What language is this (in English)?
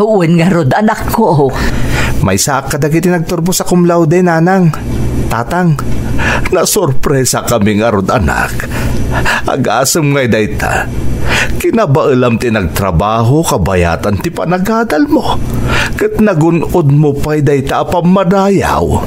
Iloko